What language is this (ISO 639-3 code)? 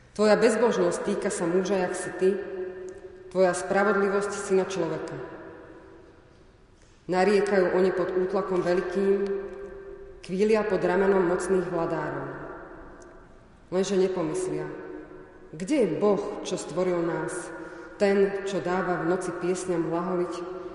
slk